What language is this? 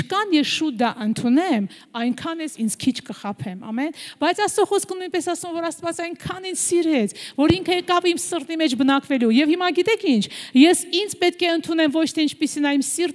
Armenian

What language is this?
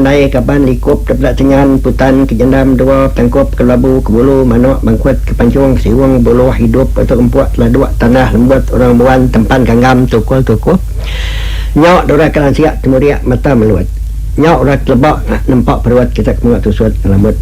Iban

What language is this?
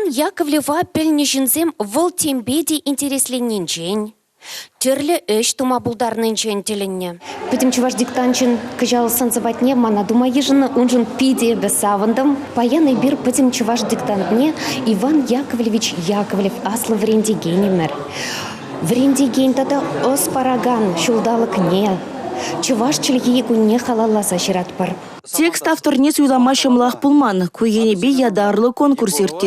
Chuvash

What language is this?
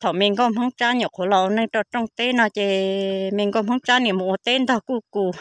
Hmong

